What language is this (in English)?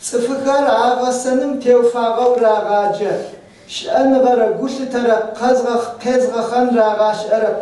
Adyghe